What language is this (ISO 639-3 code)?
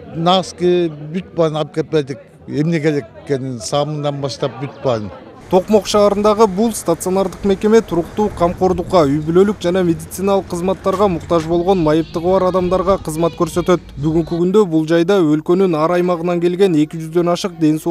kir